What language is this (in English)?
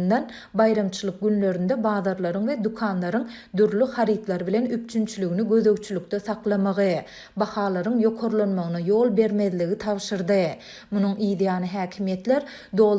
Turkmen